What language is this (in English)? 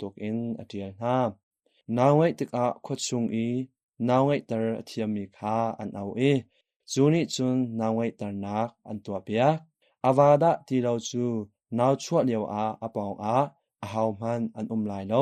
Hakha Chin